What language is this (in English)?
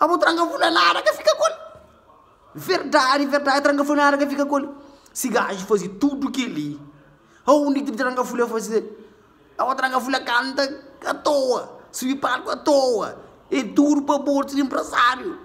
Kabuverdianu